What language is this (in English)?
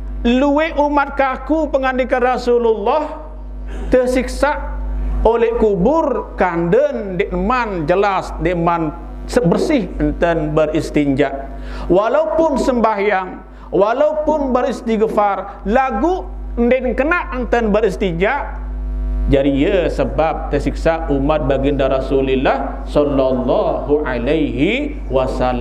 Sasak